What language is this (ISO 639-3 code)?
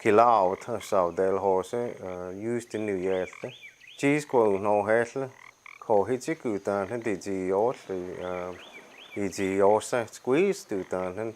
chr